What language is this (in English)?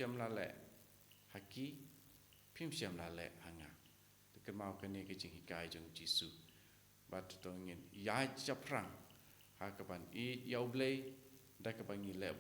Khasi